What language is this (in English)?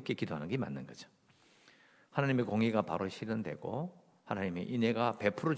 Korean